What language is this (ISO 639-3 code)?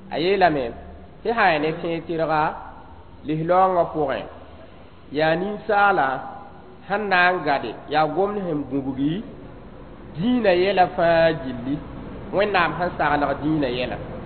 mos